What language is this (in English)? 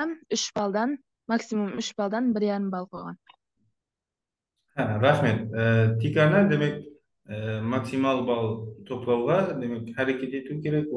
Kara-Kalpak